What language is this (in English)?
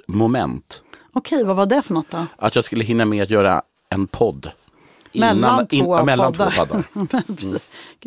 Swedish